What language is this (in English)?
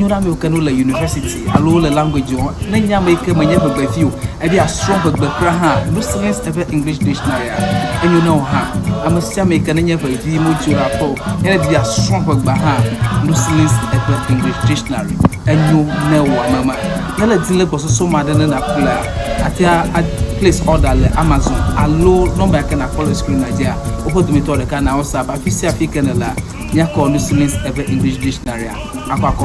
Ewe